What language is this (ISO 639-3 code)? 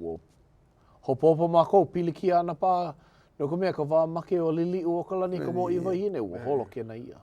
haw